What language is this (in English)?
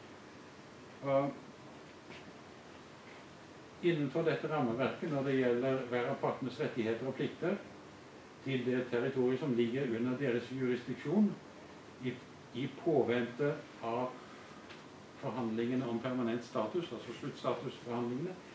Norwegian